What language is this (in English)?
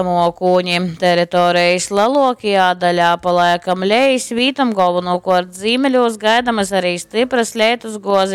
Latgalian